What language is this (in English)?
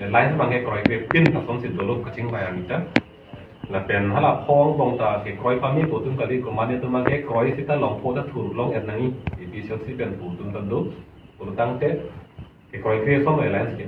Karbi